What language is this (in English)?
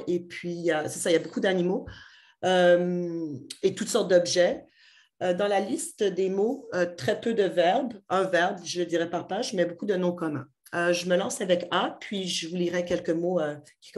French